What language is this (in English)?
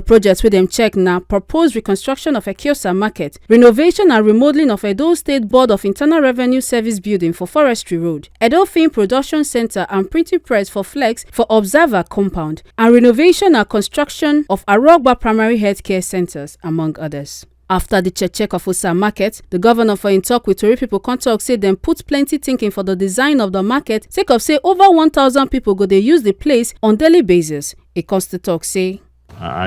Nigerian Pidgin